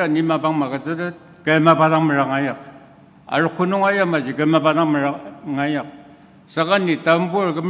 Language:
Ao Naga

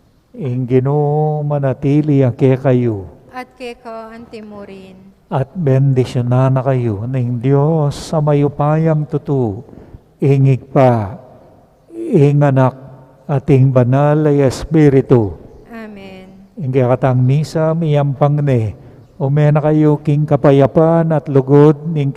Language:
Pampanga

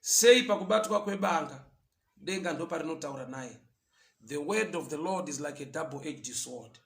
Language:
Shona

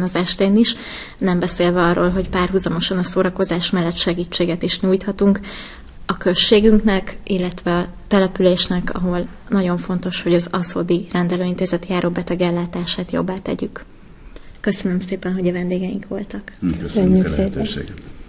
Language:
Hungarian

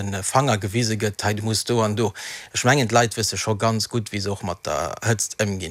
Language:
Luxembourgish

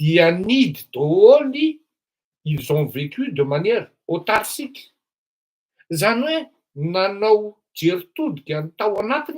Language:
Malagasy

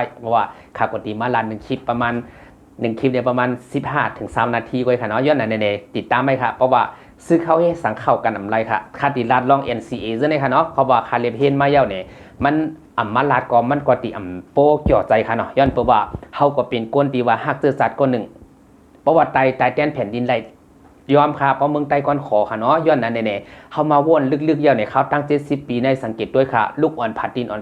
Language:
Shan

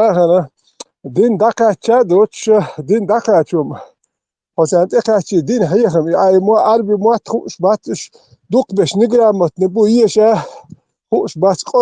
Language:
Chechen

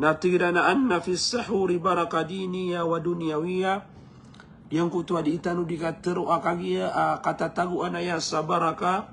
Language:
Maranao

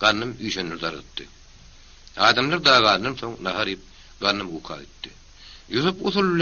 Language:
Turkmen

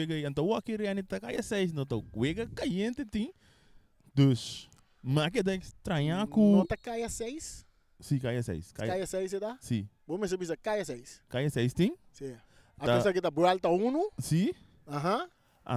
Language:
Papiamento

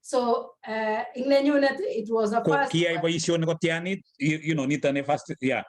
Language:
Kalenjin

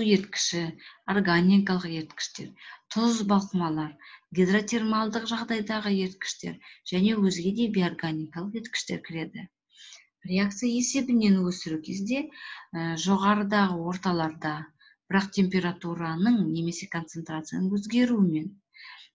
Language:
Kazakh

